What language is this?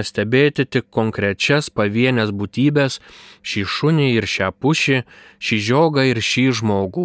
Lithuanian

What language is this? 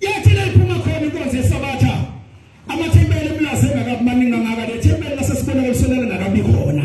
Zulu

